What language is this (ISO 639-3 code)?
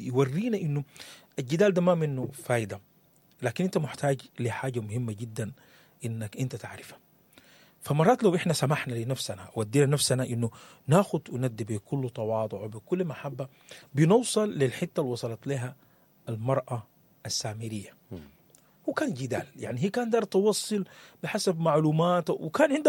apd